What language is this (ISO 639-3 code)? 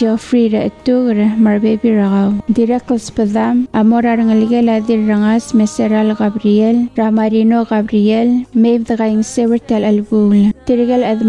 pau